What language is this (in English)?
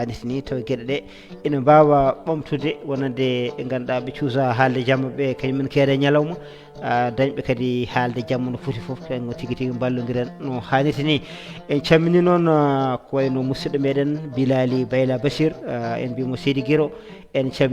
Fula